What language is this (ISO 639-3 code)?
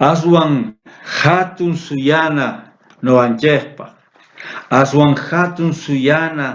quh